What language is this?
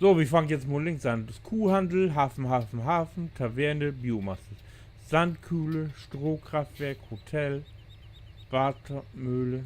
Low German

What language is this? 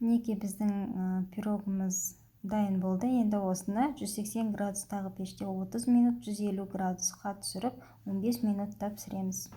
Kazakh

